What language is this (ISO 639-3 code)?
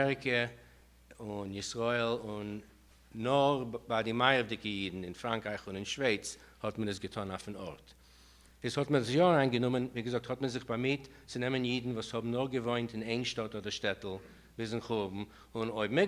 yid